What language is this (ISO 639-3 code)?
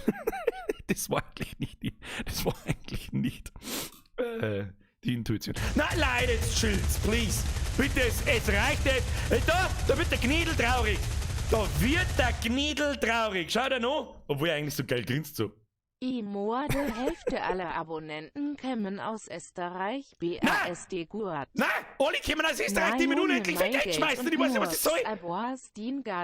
bar